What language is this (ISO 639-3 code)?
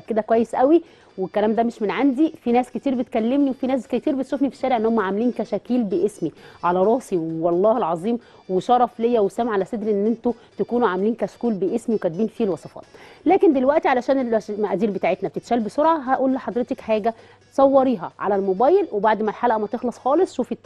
arz